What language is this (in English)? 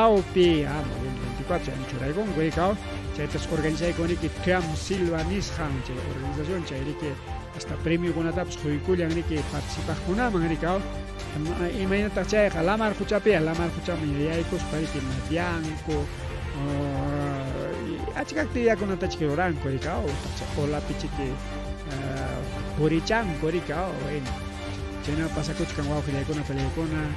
Ayacucho Quechua